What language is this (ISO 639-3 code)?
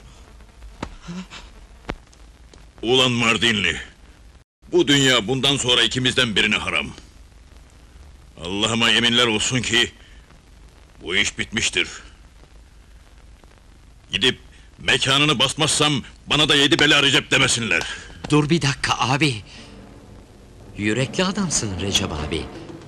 tur